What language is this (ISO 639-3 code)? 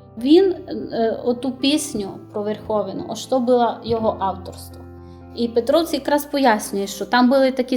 rue